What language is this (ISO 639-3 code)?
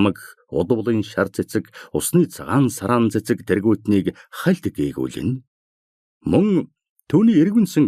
mon